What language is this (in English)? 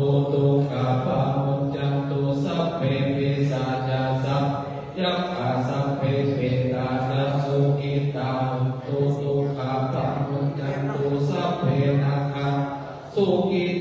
Pali